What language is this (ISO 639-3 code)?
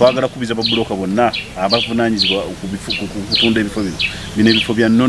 lug